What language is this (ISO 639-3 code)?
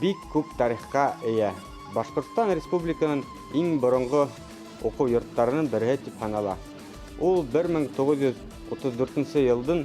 bak